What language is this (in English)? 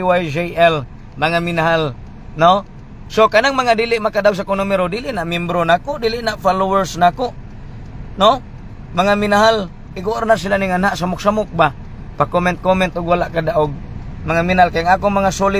Cebuano